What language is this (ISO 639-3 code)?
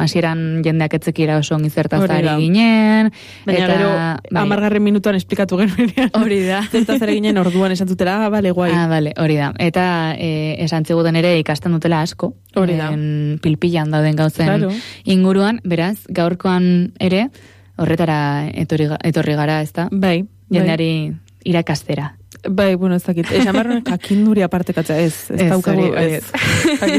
eus